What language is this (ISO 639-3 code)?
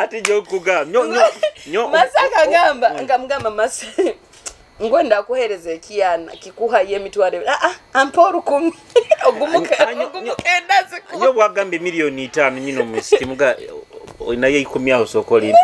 nyo